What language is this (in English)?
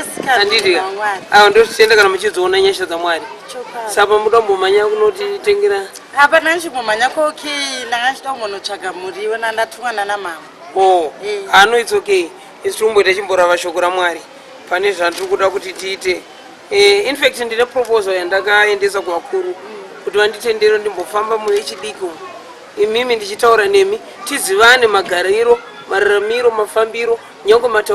Shona